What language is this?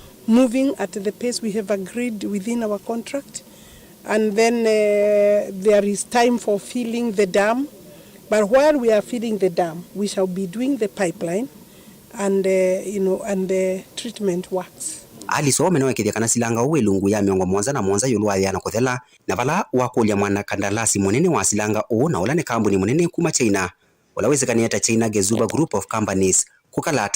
Kamba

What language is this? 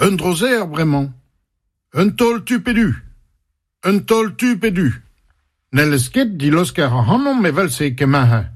Breton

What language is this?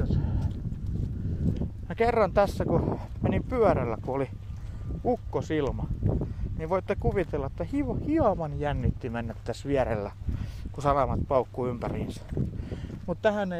Finnish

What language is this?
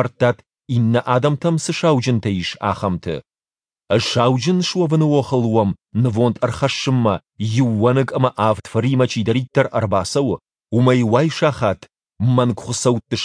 Ossetic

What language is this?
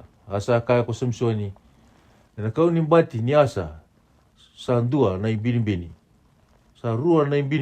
Fijian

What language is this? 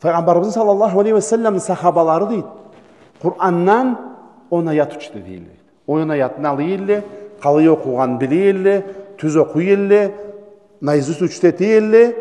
Karachay-Balkar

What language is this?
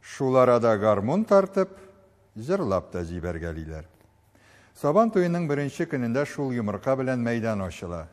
Tatar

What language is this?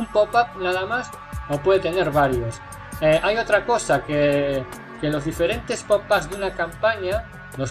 Spanish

